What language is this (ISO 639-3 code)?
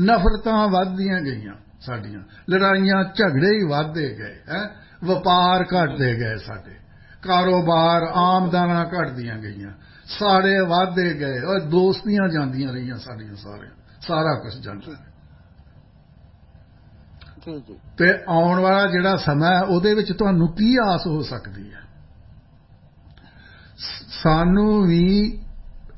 pan